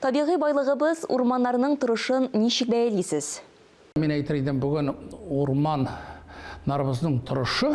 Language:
Tatar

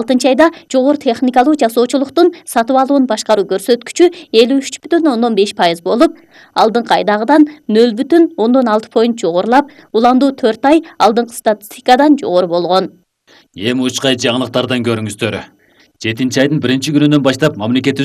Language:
Kyrgyz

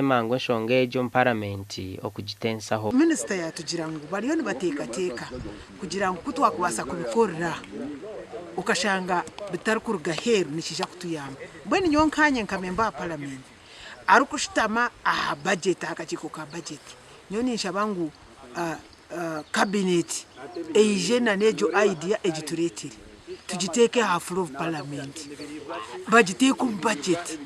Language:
Nyankole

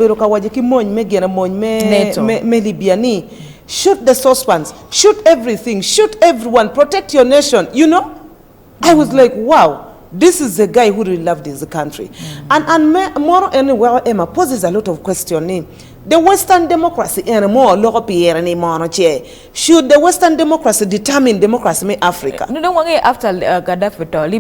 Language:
Acoli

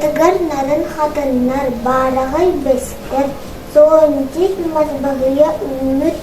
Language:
Yakut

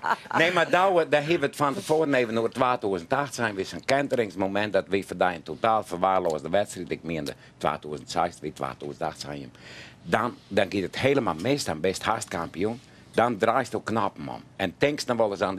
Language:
Western Frisian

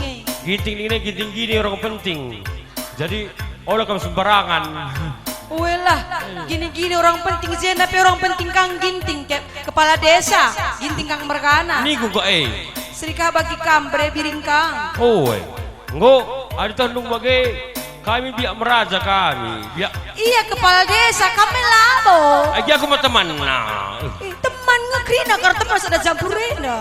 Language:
Batak Karo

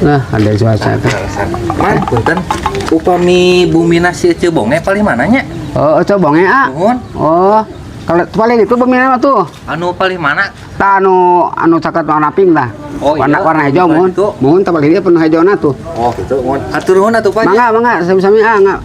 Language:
Sundanese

